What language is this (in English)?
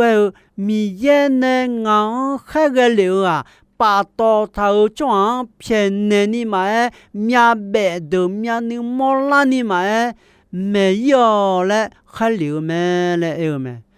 Akha